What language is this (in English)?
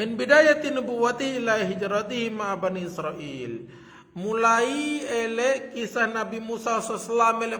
Sasak